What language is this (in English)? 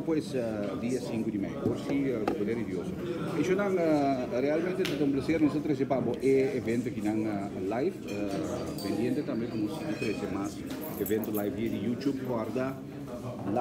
Papiamento